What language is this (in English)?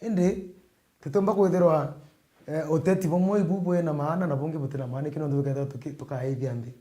Meru